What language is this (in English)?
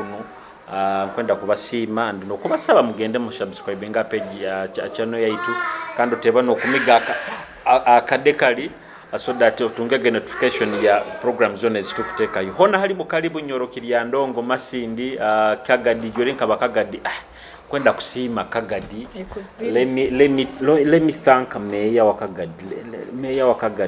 Nyoro